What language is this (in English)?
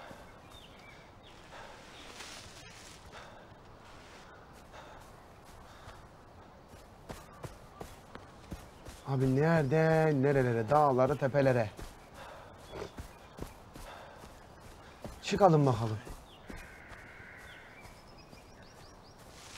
Turkish